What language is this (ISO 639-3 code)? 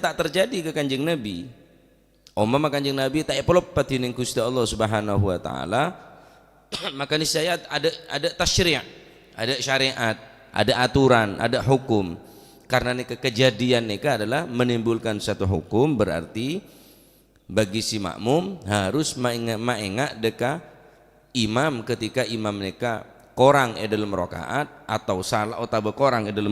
mad